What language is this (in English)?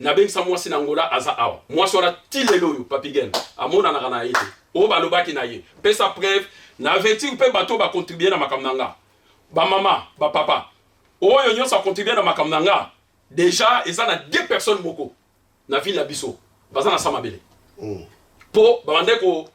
Lingala